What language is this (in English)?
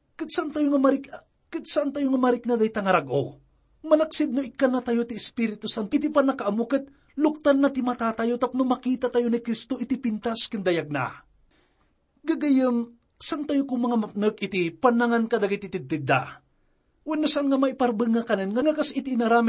Iloko